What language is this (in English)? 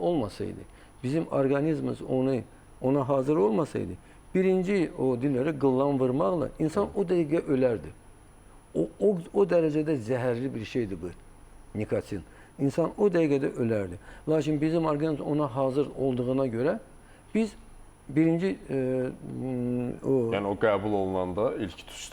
Azerbaijani